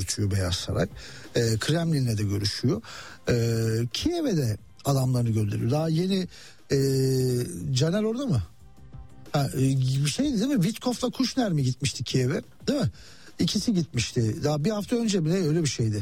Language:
Turkish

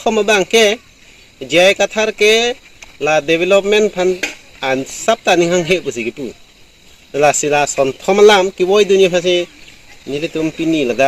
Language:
Karbi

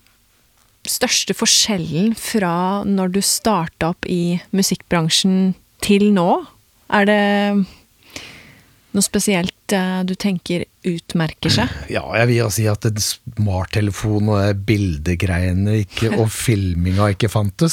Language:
Norwegian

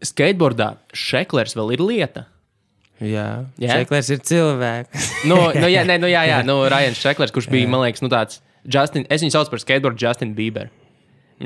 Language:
Latvian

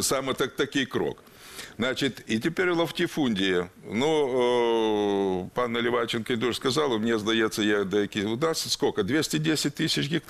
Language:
Ukrainian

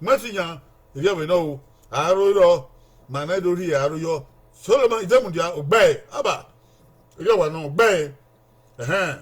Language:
Bini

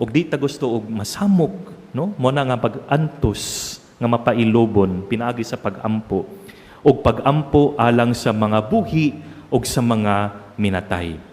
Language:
Cebuano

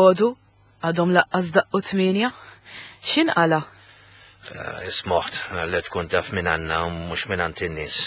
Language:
Maltese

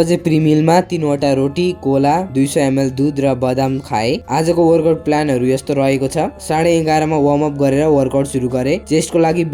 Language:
Nepali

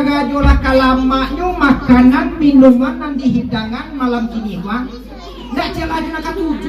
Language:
Minangkabau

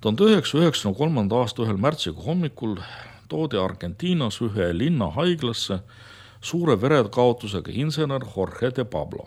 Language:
Estonian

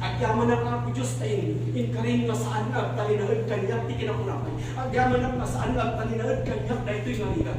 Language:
Iloko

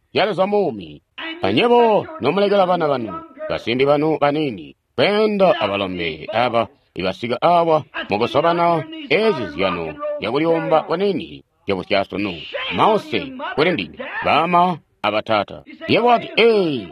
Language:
Tonga (Zambia)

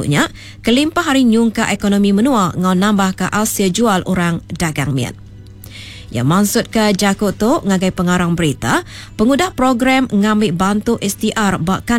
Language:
Iban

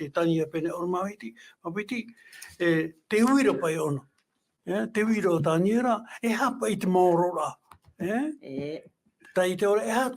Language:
Tahitian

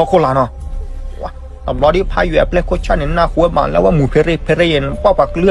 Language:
S'gaw Karen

